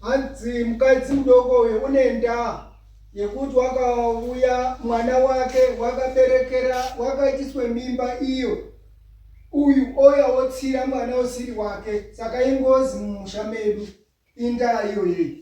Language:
Shona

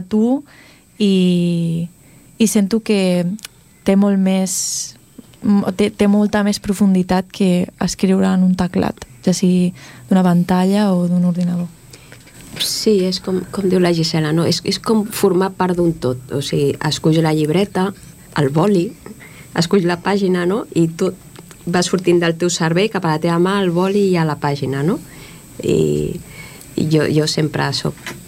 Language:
Catalan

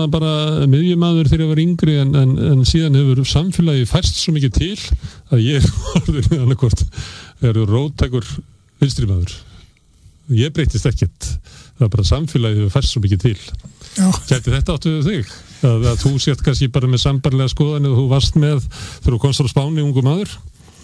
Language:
Icelandic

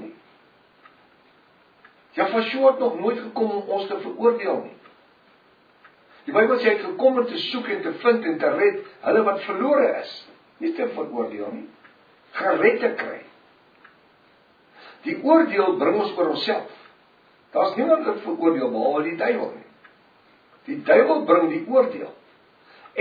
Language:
Afrikaans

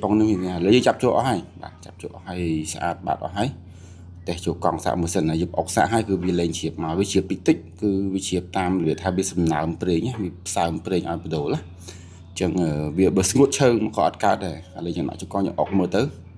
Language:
Khmer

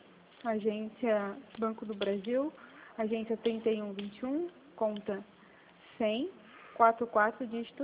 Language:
Portuguese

